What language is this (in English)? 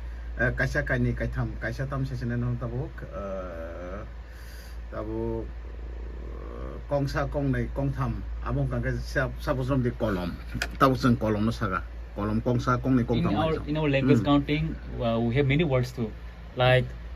Kok Borok